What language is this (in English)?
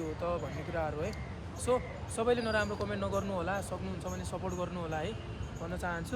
Nepali